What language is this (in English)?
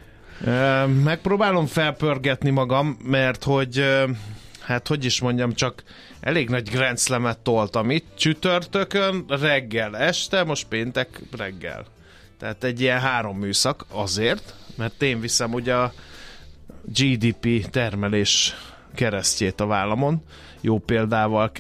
Hungarian